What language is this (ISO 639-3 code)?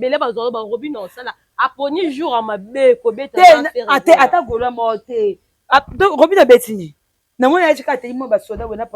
lin